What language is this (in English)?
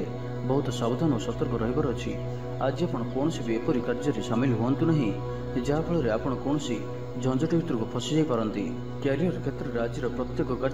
Odia